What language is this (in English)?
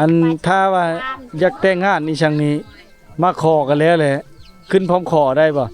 Lao